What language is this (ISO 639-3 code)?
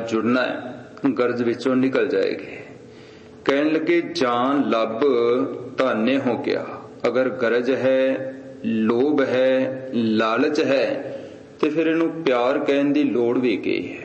pan